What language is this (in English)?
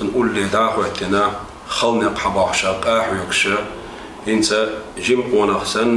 Chechen